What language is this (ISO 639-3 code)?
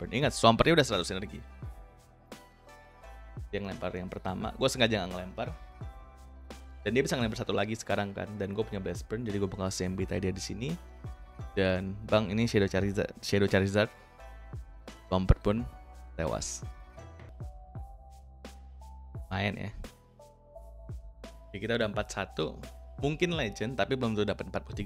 ind